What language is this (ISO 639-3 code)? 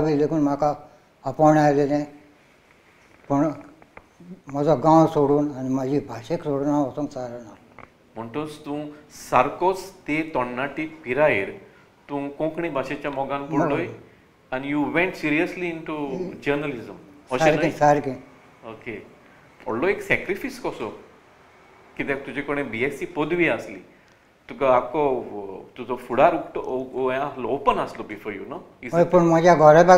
kok